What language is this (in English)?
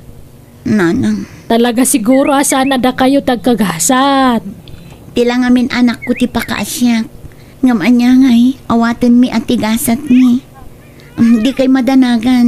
Iloko